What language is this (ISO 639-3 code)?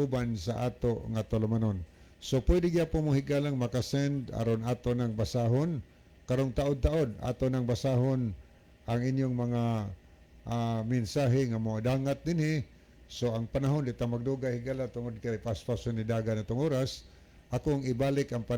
ceb